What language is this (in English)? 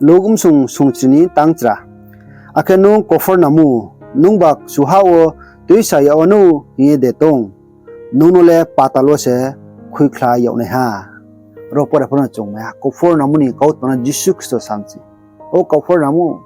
Riang (India)